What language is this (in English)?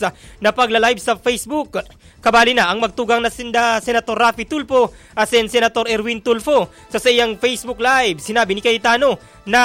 Bikol